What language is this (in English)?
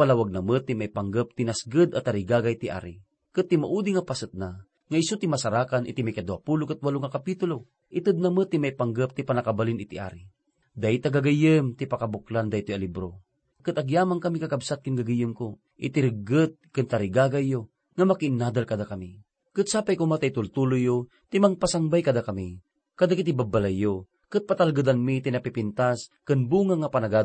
Iloko